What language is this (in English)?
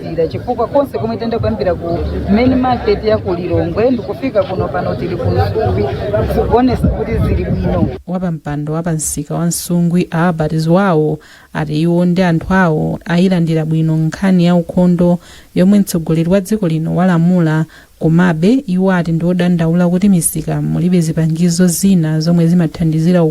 Nyanja